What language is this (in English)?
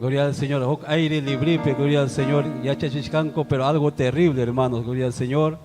Ayacucho Quechua